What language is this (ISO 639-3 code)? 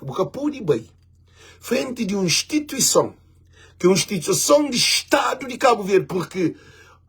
kea